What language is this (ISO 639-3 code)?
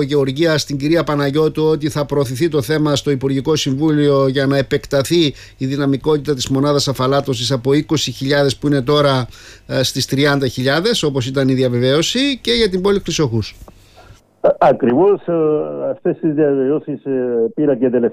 ell